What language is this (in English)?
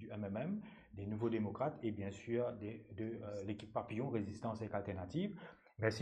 Morisyen